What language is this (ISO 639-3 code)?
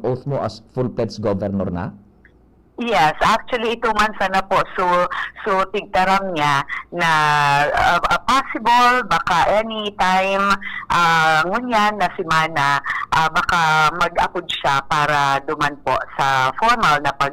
bik